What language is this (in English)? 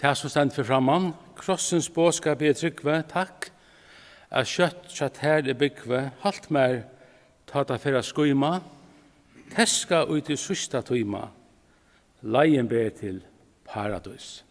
Faroese